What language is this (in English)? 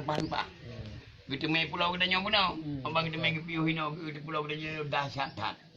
Achinese